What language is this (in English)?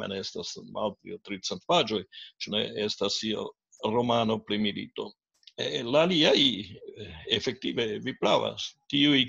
Esperanto